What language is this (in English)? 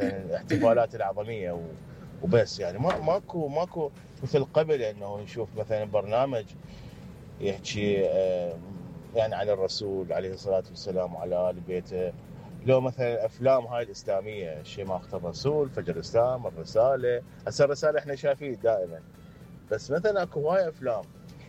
Mesopotamian Arabic